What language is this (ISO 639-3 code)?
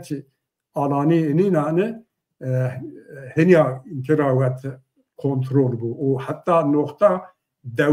zza